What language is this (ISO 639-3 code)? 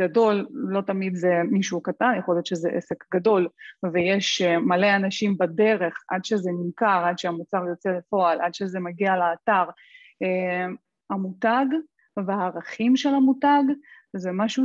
heb